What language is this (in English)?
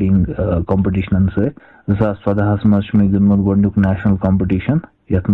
Kashmiri